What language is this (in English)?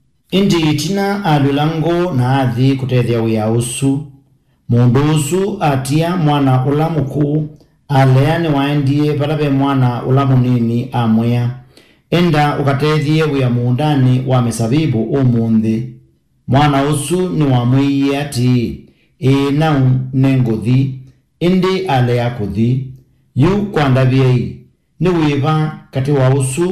Kamba